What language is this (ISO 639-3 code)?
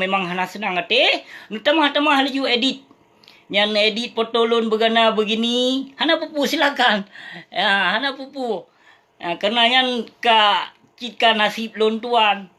ace